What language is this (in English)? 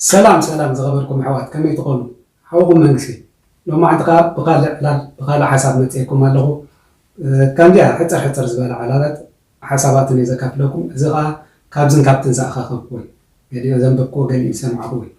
Tigrinya